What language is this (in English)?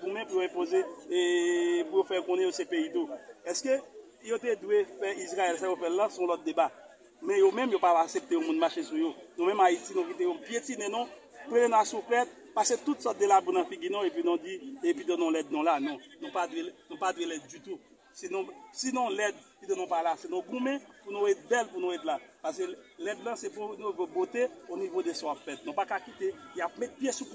Haitian Creole